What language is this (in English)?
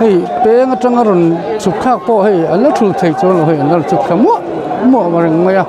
Mizo